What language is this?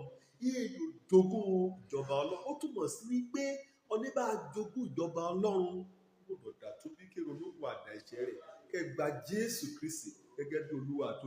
Yoruba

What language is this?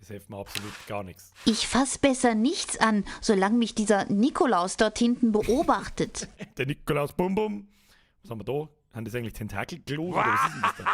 Bavarian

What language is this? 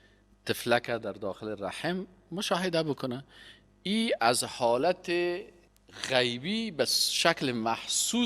Persian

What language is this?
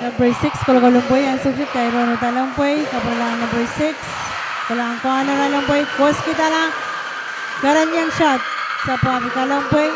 Pohnpeian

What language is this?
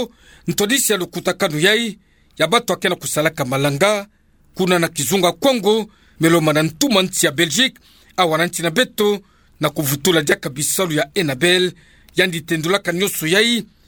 Kituba (Democratic Republic of Congo)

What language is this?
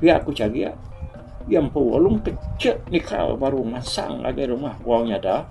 Iban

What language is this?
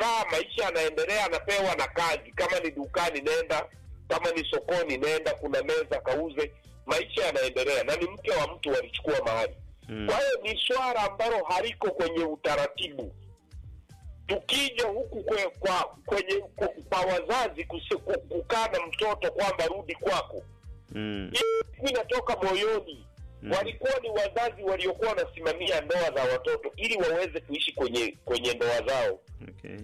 Swahili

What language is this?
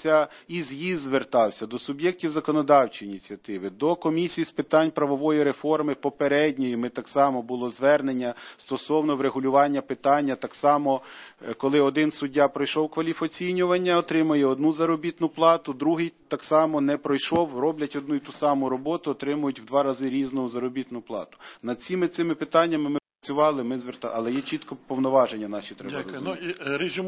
Ukrainian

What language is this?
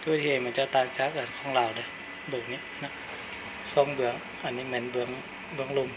Lao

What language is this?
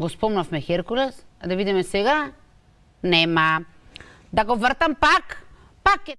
Macedonian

